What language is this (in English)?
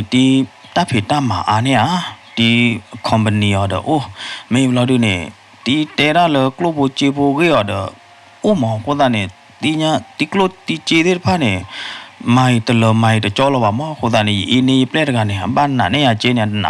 S'gaw Karen